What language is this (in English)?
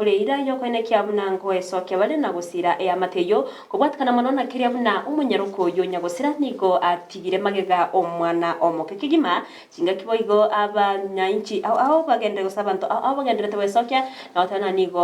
Gusii